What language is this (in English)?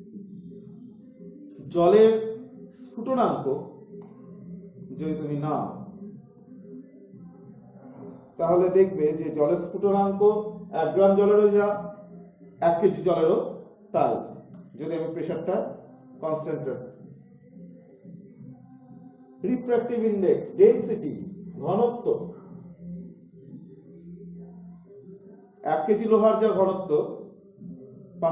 Bangla